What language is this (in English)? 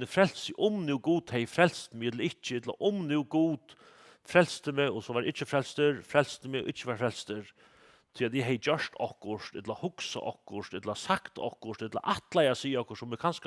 Faroese